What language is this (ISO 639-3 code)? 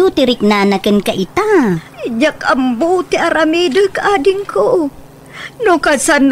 ilo